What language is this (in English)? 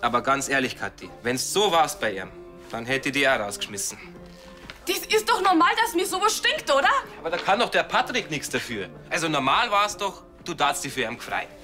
Bavarian